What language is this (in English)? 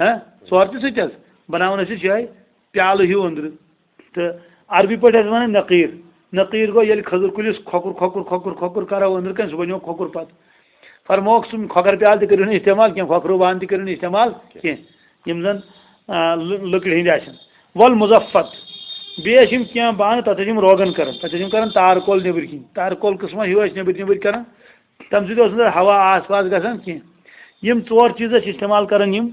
Kashmiri